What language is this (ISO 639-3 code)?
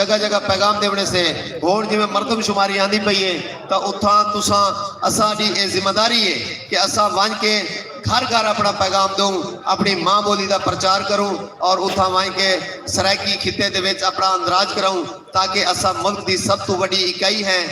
skr